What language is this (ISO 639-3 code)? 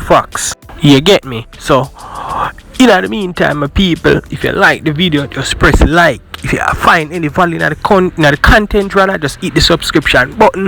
jam